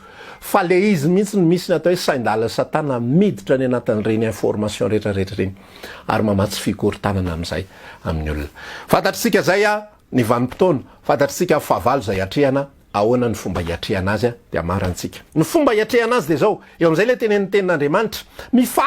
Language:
Malagasy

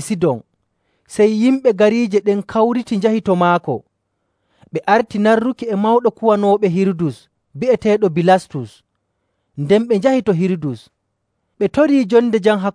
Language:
Nigerian Fulfulde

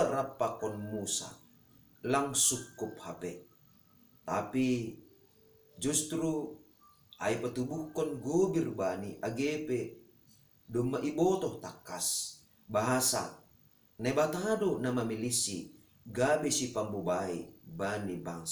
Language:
Batak Simalungun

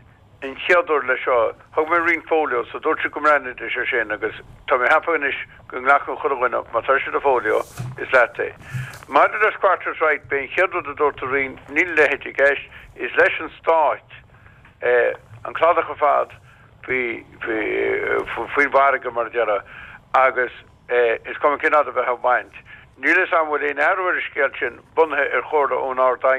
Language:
Irish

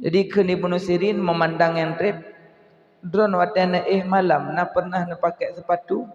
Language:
Achinese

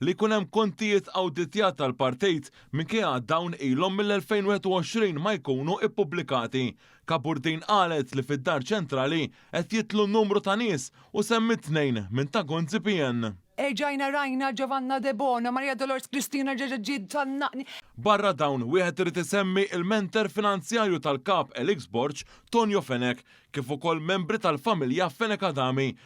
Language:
Maltese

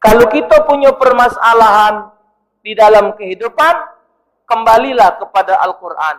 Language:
Musi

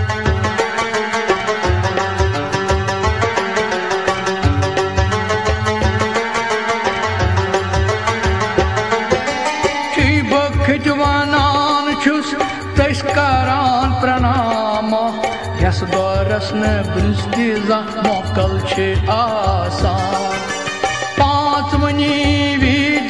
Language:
Kashmiri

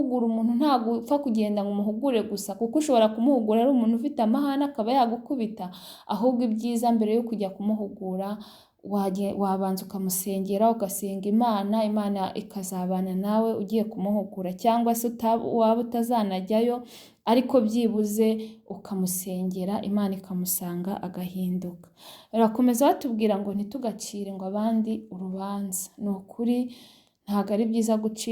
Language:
Kinyarwanda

